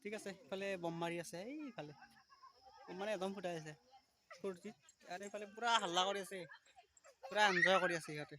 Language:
Assamese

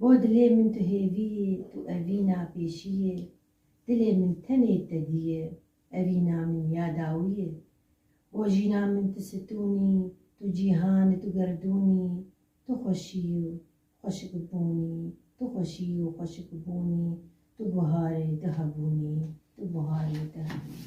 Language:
Kurdish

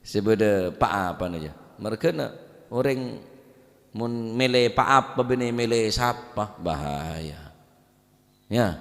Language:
Madurese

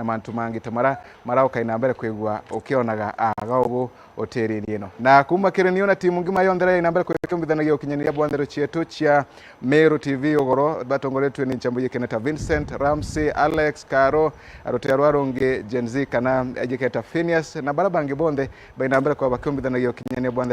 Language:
Meru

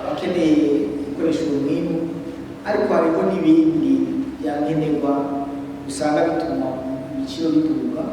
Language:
Rundi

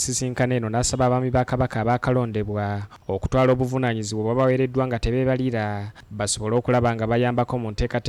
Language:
Ganda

